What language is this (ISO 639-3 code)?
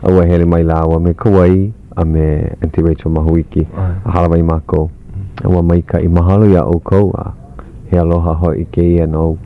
haw